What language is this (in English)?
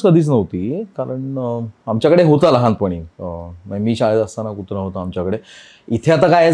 Marathi